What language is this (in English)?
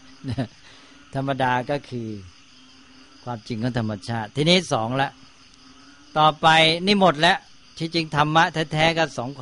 Thai